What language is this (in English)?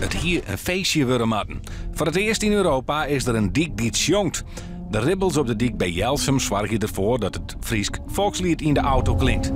Western Frisian